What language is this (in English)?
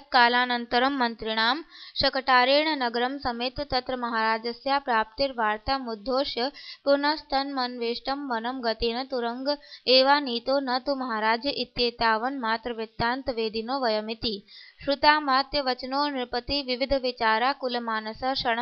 Sanskrit